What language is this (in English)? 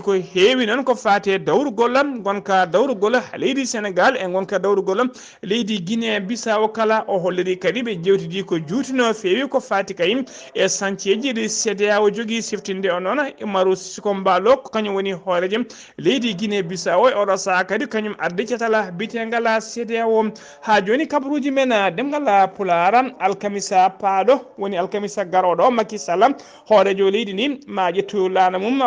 Fula